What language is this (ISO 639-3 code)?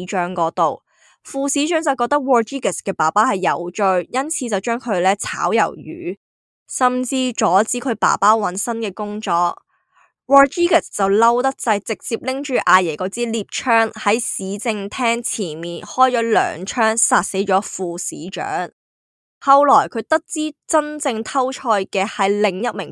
yue